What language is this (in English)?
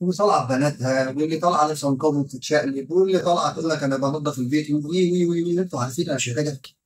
Egyptian Arabic